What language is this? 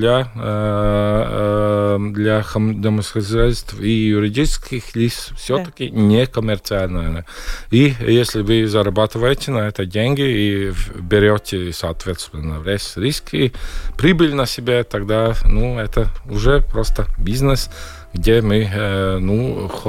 Russian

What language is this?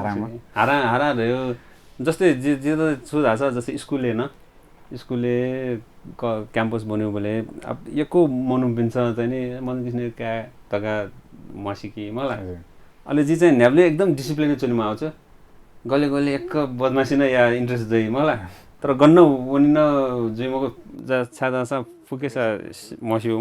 Newari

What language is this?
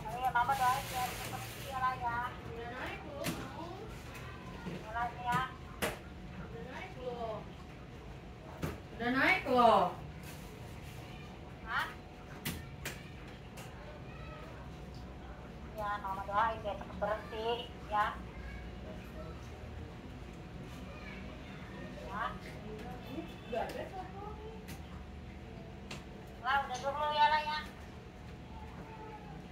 Indonesian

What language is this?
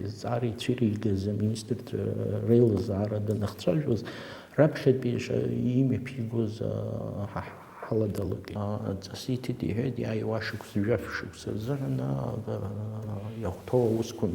Abkhazian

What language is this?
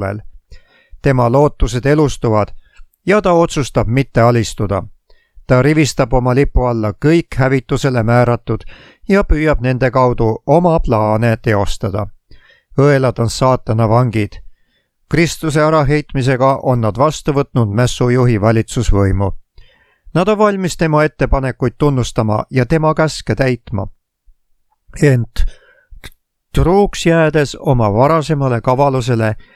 Estonian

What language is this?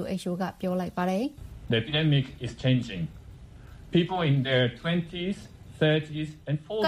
Burmese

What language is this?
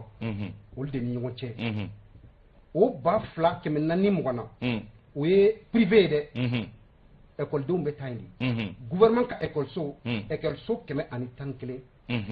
Bambara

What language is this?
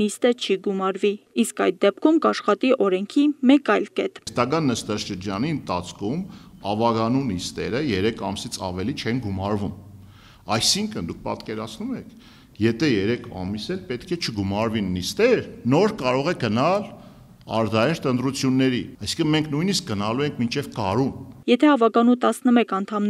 Armenian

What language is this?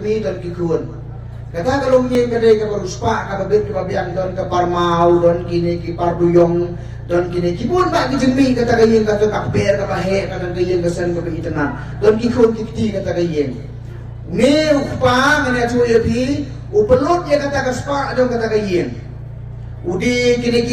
Khasi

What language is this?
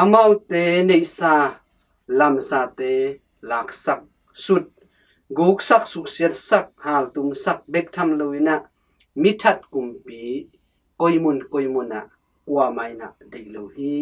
Tedim Chin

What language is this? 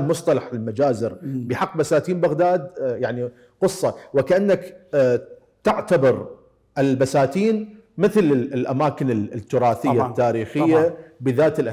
Mesopotamian Arabic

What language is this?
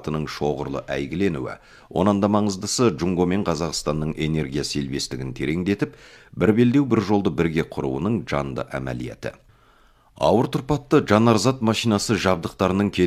Kazakh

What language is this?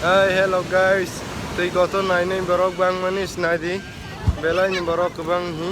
Kok Borok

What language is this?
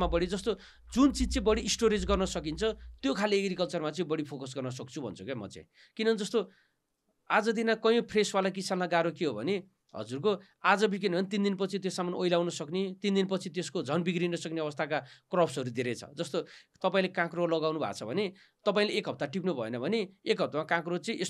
Nepali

